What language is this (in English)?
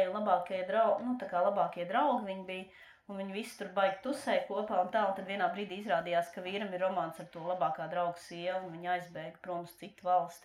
Latvian